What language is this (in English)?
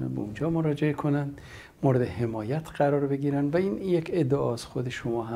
Persian